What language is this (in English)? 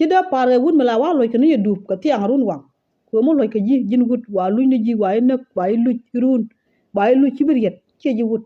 Nuer